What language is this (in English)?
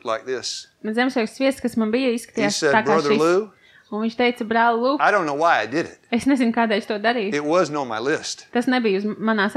Latvian